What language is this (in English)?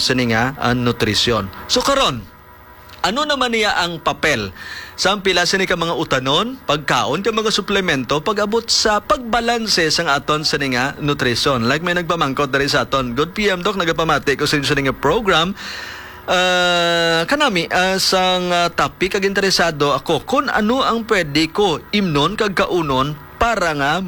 Hiligaynon